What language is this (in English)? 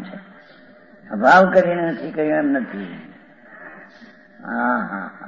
Gujarati